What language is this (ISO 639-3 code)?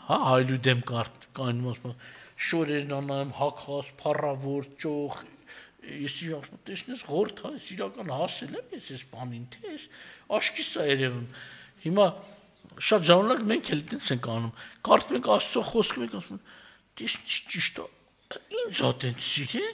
hye